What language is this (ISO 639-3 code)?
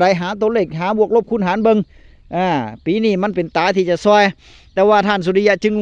tts